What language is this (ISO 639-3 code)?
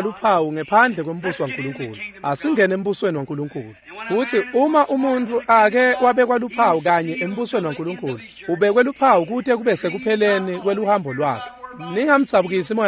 ssw